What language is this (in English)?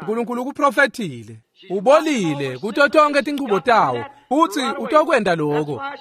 Swati